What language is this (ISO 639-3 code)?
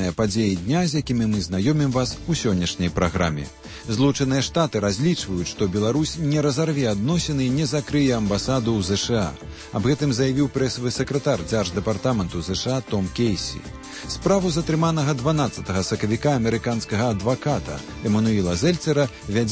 bel